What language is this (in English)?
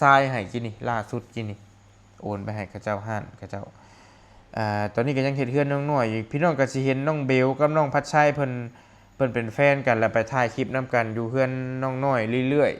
Lao